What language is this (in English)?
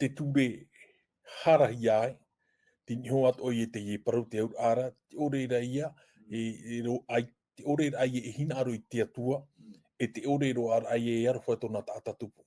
Tahitian